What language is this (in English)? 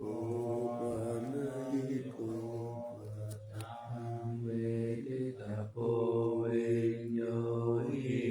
Pali